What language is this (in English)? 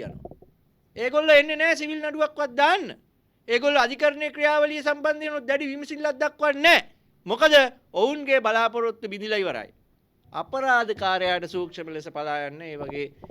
Sinhala